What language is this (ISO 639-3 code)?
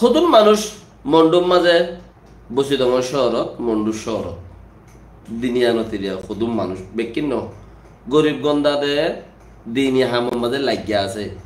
rhg